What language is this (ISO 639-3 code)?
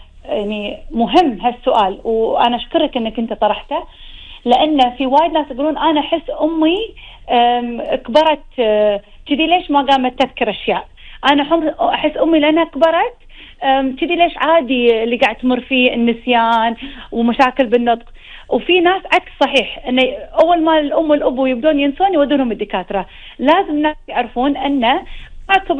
afb